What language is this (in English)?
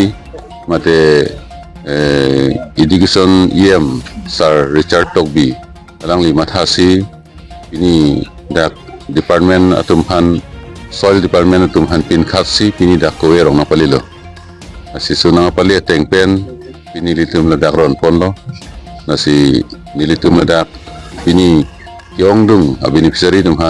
Karbi